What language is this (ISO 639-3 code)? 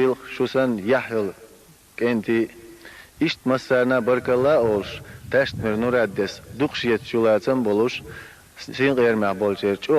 che